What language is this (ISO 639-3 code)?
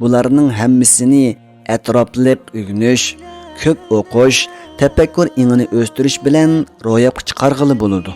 uig